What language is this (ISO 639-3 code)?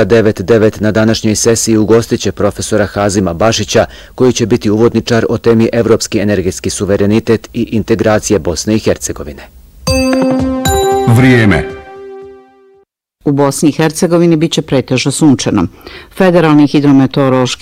bos